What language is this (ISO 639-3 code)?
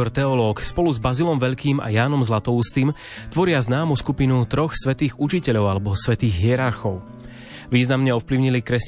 slk